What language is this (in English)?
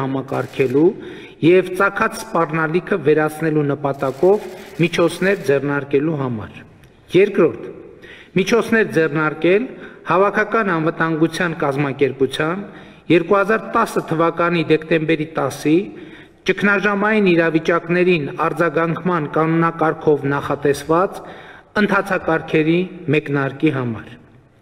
Armenian